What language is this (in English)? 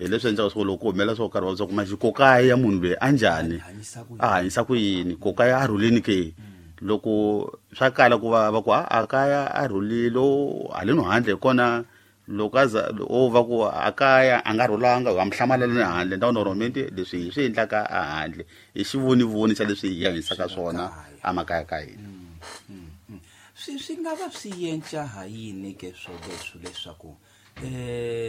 Tsonga